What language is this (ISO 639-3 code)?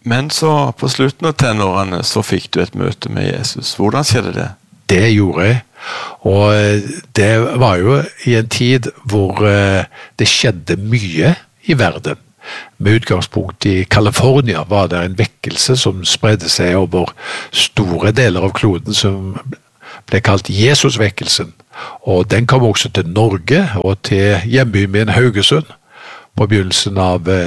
nor